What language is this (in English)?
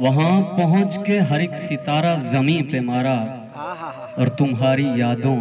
Saraiki